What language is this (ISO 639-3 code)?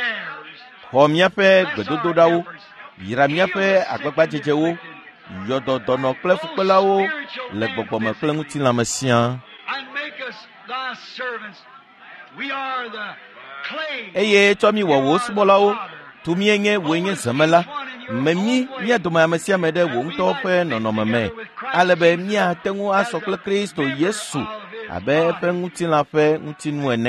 ewe